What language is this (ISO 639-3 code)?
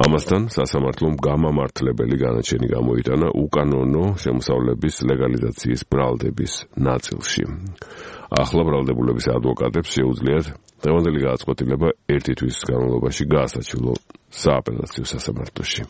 kat